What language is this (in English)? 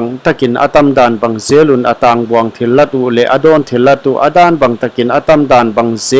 Paite Chin